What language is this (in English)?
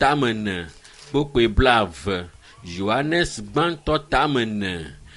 Ewe